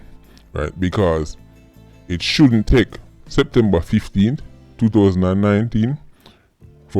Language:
Jamaican Creole English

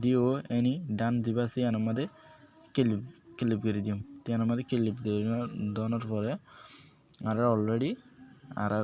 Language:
Rohingya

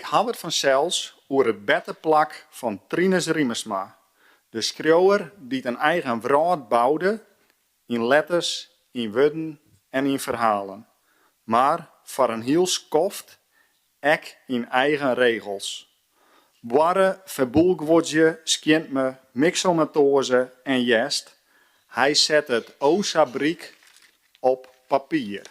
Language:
Western Frisian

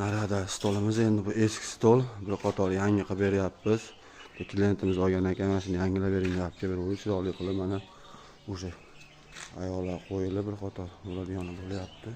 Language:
Uzbek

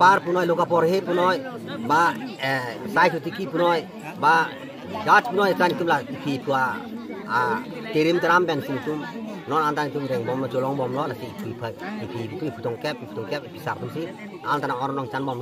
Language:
Karbi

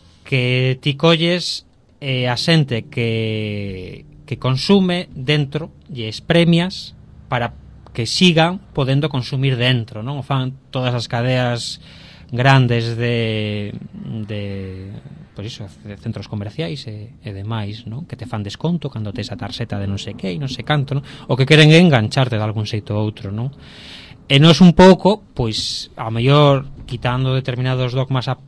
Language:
Galician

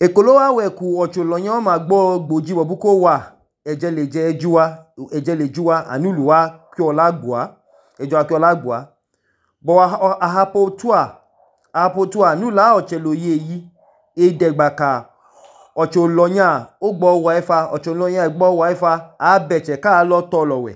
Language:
Idoma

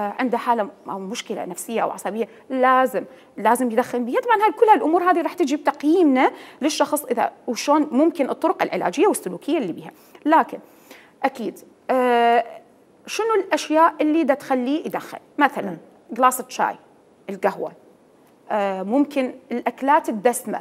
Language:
Mesopotamian Arabic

